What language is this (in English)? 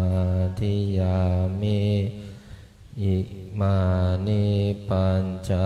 Pali